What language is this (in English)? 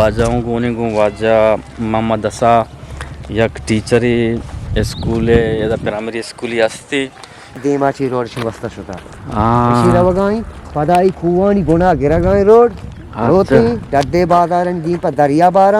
Eastern Balochi